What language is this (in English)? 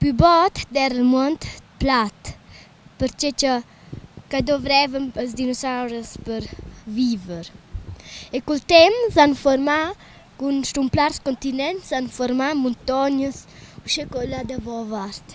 Romansh